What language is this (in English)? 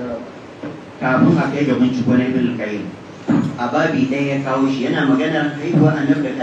Hausa